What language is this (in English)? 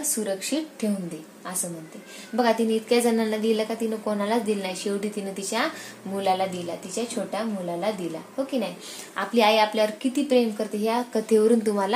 Marathi